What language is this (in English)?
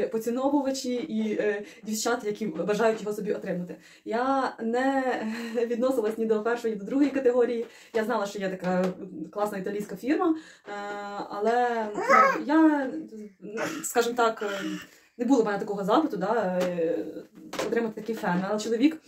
Ukrainian